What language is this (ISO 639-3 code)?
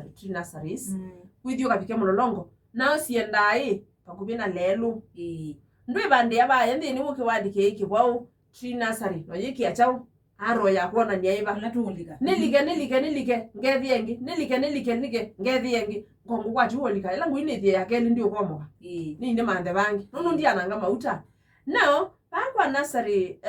kam